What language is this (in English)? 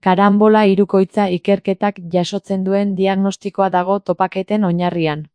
Basque